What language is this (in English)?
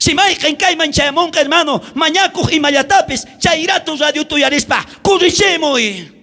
South Bolivian Quechua